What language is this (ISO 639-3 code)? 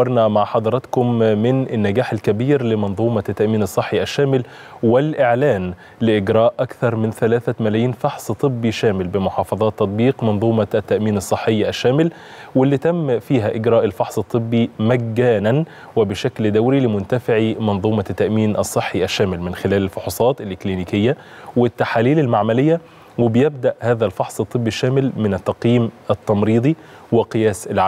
arz